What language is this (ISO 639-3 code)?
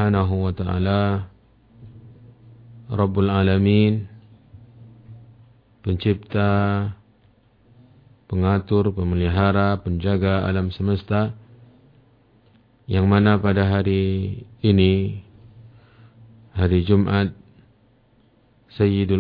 ind